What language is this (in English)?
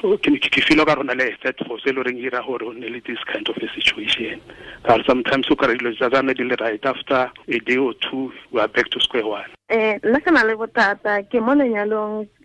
Tswana